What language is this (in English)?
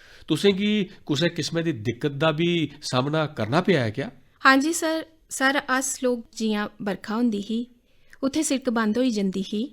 Dogri